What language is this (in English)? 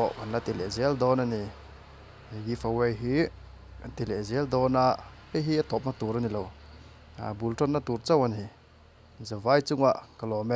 Mizo